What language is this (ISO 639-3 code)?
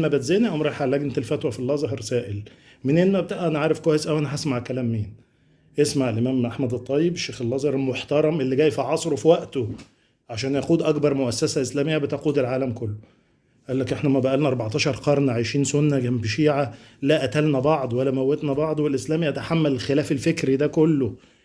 arz